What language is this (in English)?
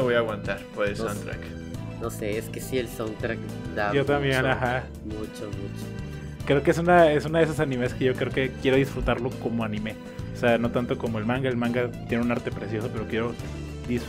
Spanish